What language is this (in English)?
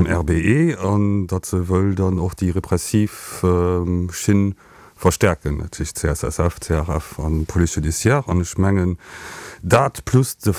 Luxembourgish